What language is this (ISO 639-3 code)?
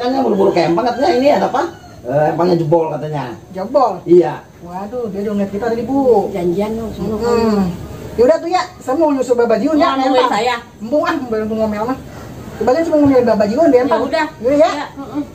bew